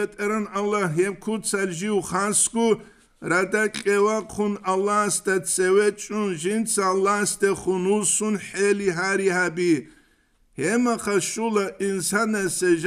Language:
Avaric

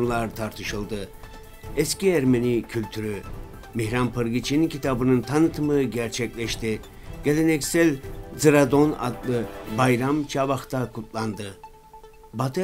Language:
Turkish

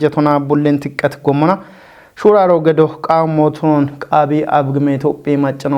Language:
Kafa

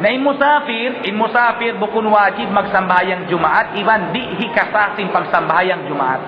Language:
Tausug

